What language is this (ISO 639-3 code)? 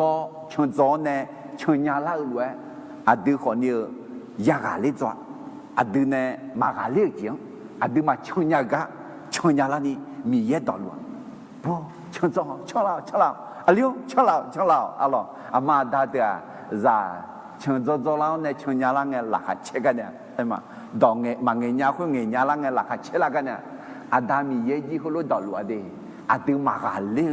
ahk